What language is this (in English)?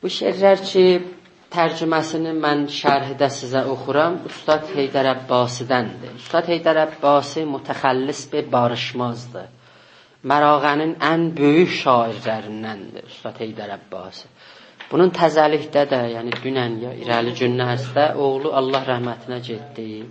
South Azerbaijani